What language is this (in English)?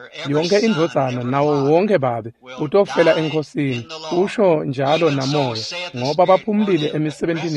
Swati